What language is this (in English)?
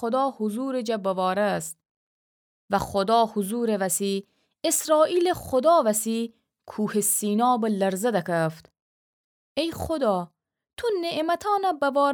Gilaki